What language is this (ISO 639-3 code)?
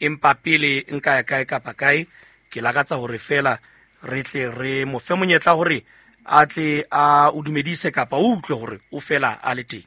sot